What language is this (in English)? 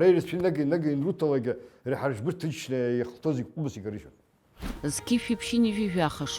Abkhazian